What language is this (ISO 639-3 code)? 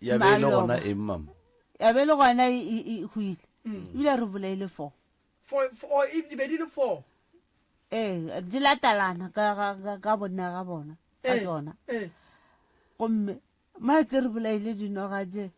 nso